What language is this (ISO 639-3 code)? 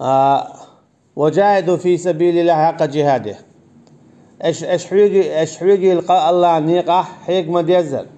che